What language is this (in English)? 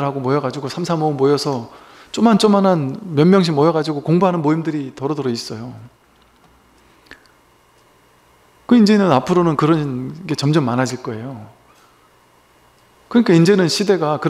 Korean